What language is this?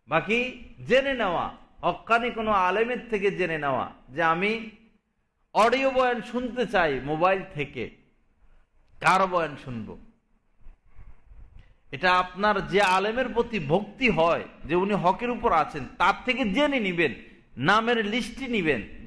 Bangla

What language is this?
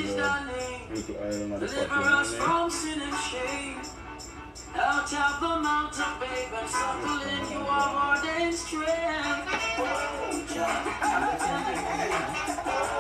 Jamaican Creole English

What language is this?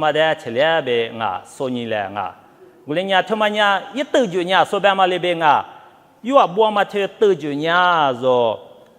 Lisu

